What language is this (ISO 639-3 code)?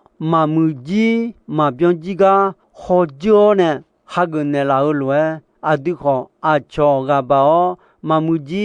ahk